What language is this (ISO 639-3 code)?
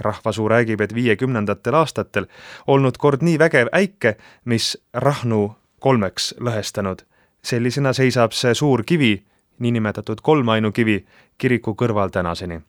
est